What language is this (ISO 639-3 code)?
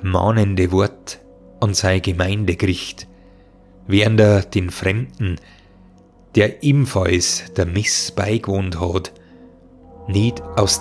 bar